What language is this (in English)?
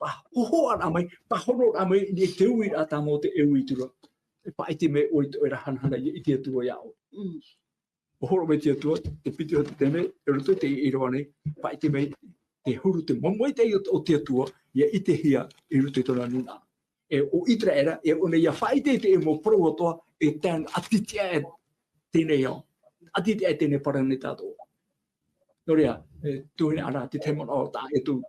Tahitian